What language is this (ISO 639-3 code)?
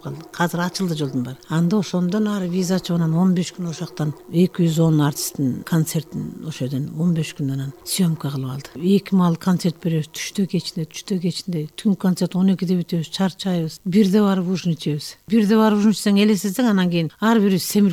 kir